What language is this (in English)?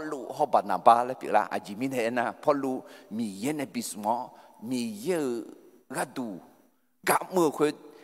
Akha